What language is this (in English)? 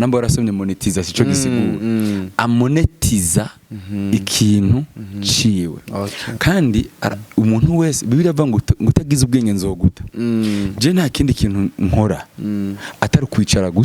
Rundi